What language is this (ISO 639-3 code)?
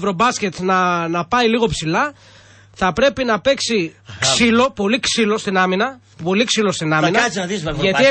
ell